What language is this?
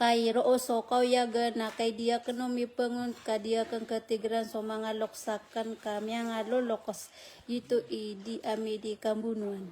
Maranao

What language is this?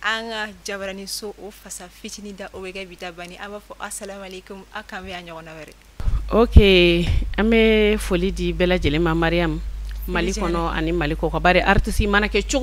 Bambara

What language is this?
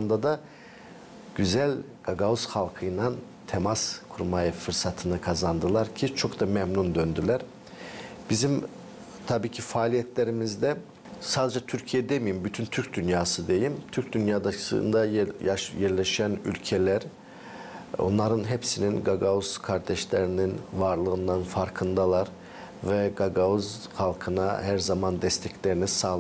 Gagauz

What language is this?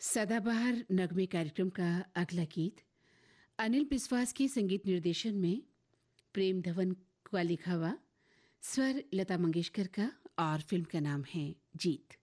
Hindi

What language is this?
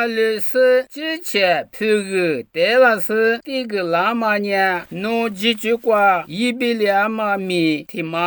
Lisu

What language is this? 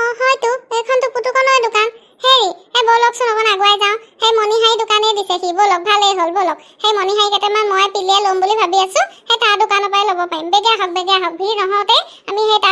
Assamese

